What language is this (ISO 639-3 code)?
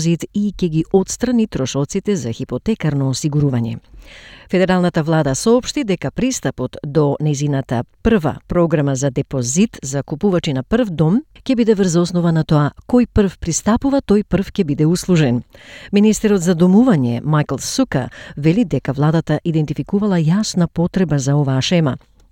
mkd